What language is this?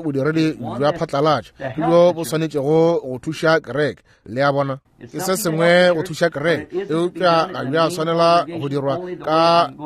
Northern Sotho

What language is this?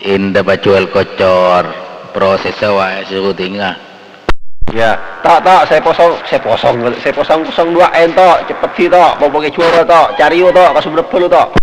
Madurese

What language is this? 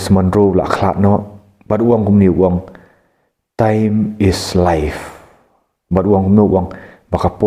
Khasi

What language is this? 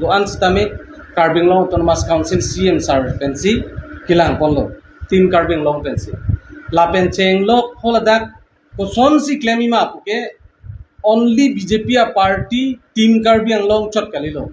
Karbi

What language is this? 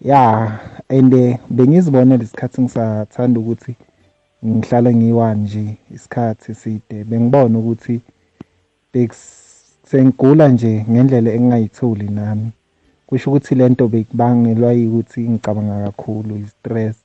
South Ndebele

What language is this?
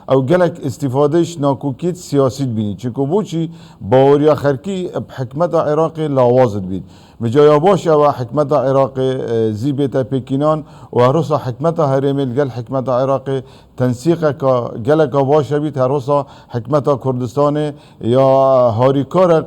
Kurdish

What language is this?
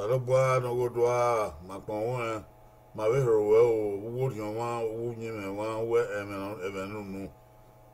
Bini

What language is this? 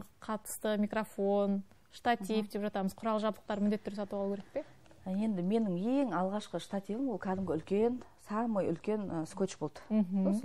Kazakh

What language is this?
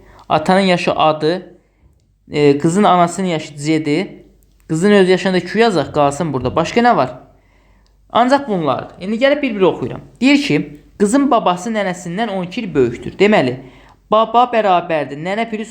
Azerbaijani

